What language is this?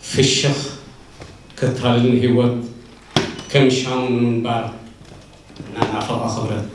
Tigrinya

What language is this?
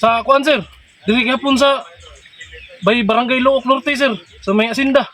Cebuano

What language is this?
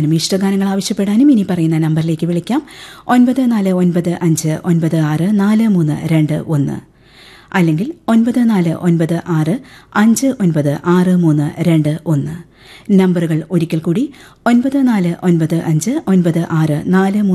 Malayalam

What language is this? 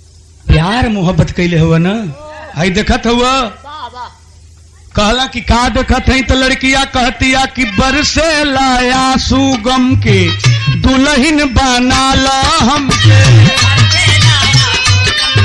Bhojpuri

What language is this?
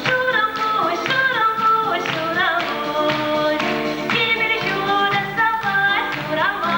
Chuvash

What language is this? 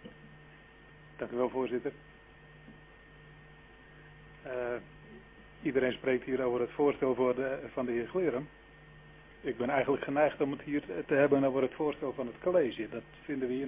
Dutch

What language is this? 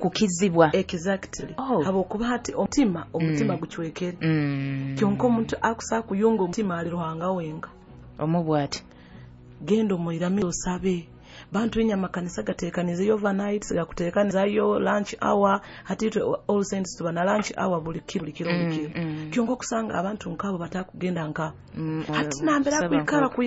Nyoro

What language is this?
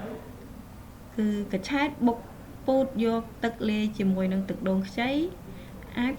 Khmer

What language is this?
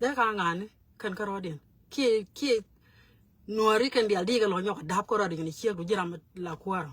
Nuer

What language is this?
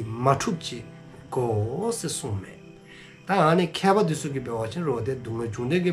Dzongkha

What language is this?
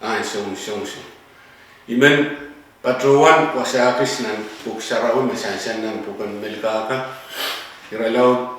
Pohnpeian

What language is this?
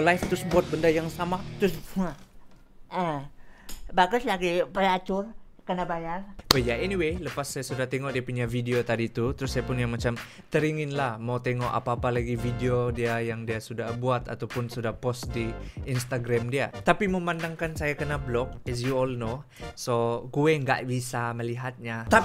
Malay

